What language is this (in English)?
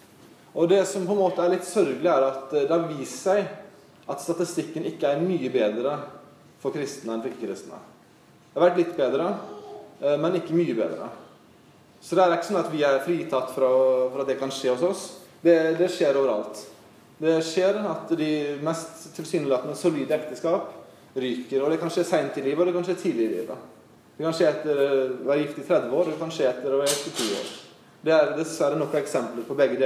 Norwegian